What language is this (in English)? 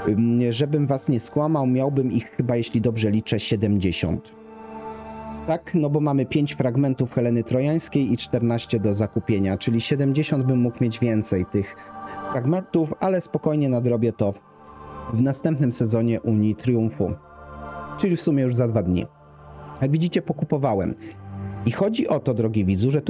Polish